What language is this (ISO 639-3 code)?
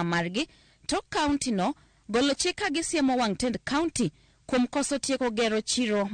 luo